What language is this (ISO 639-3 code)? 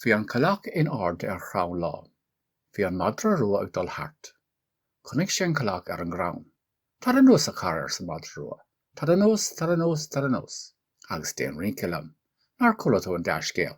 gle